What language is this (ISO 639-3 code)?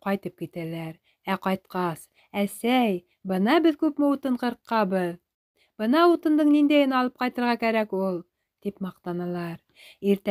bak